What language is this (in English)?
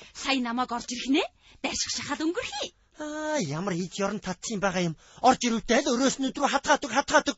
Mongolian